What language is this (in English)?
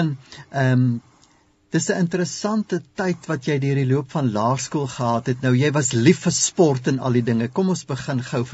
Afrikaans